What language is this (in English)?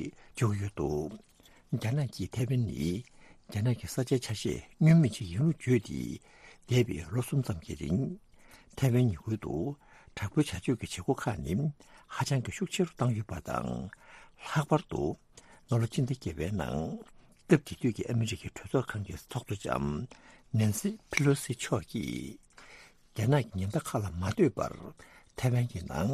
Tibetan